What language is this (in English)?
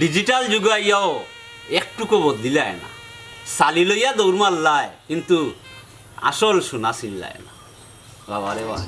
Sylheti